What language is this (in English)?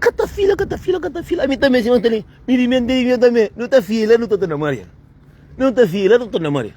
Kabuverdianu